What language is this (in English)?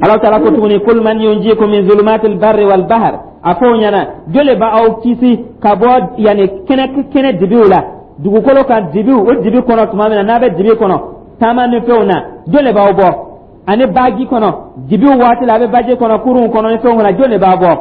Dyula